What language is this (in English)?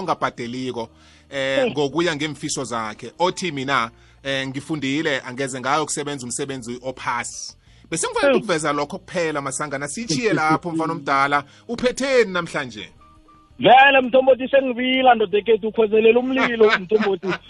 South Ndebele